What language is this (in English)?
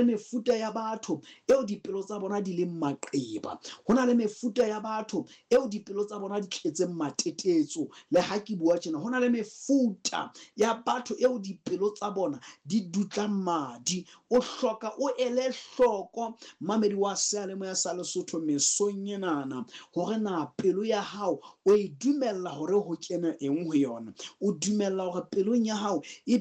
Southern Sotho